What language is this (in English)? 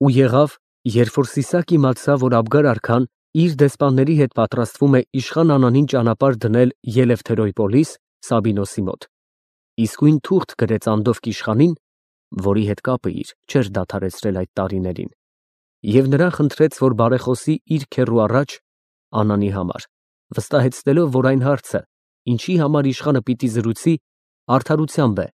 Armenian